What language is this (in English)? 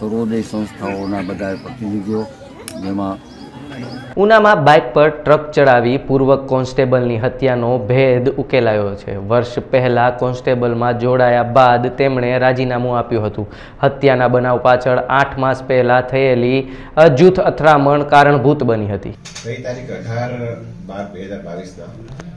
Gujarati